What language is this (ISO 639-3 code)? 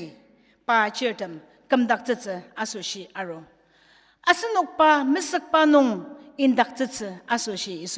njo